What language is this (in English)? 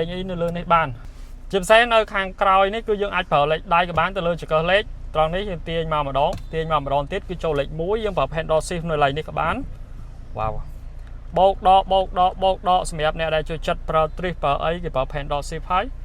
Khmer